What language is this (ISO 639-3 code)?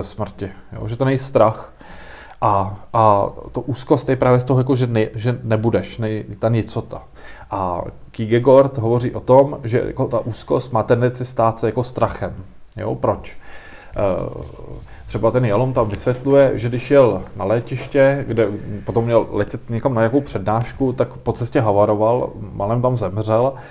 ces